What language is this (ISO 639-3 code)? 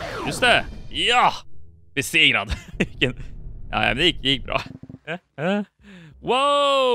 swe